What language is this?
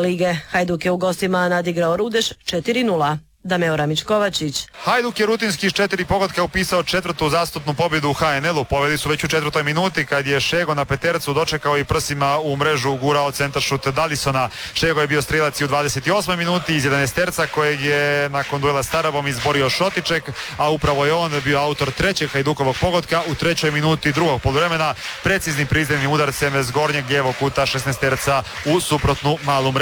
Croatian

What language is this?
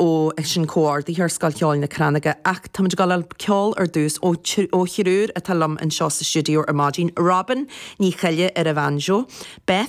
Irish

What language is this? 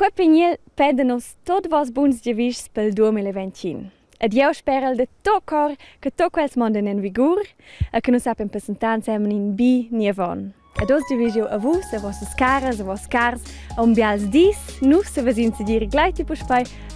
Romansh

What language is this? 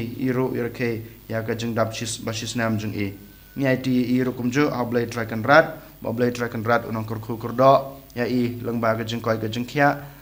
Khasi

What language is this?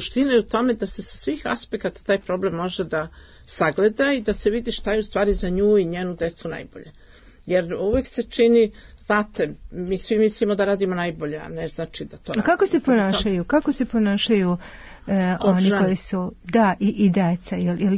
Serbian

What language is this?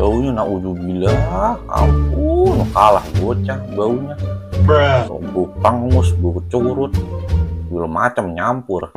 Betawi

